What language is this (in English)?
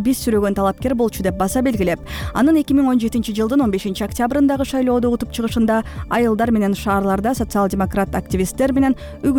Kyrgyz